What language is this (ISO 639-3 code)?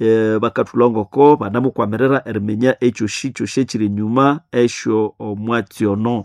nnb